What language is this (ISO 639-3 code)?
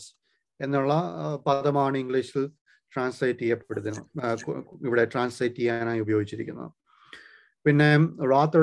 mal